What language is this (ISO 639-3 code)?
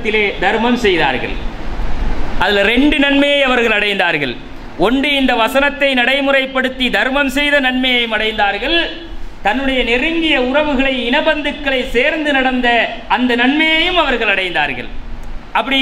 tam